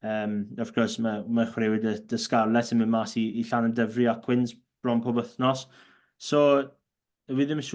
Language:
Welsh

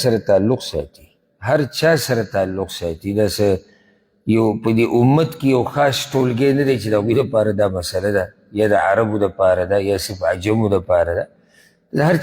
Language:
Pashto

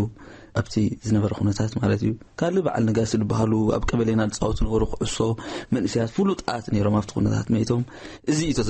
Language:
Tigrinya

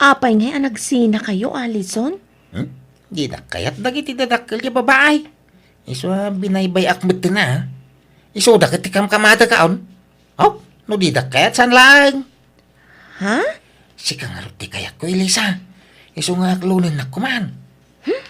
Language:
Iloko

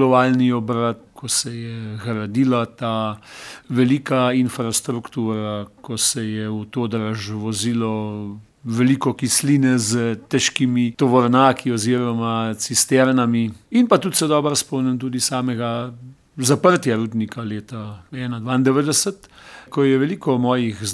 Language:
Slovenian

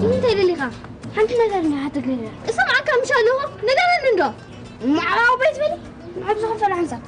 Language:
Tigrinya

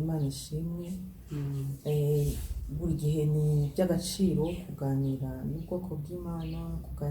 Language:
Kinyarwanda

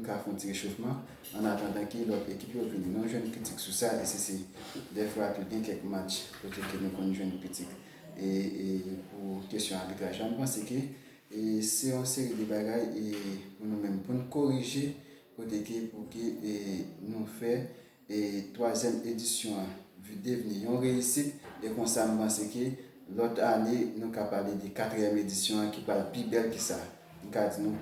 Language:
Haitian Creole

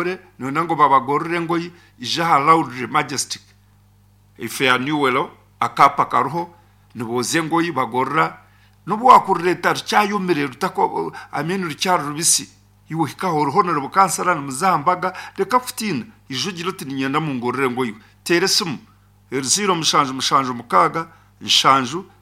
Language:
Nyankole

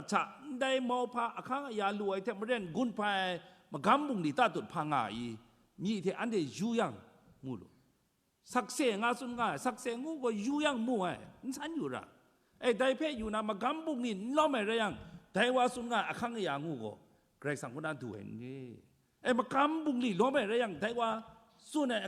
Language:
Kachin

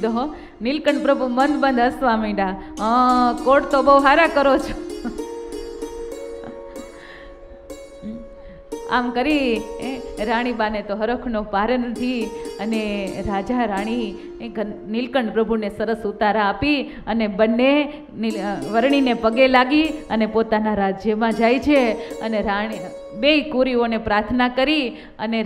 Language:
Gujarati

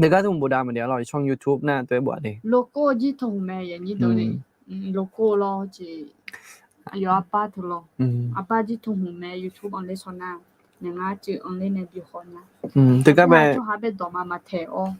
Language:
Akha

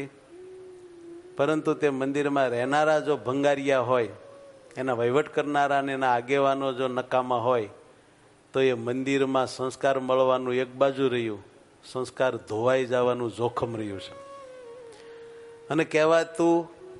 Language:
Gujarati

